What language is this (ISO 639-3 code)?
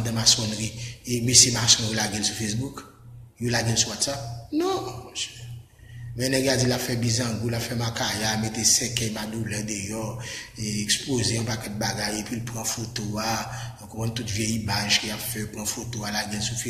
hat